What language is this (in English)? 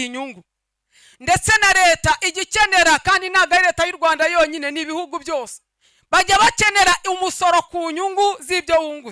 Kinyarwanda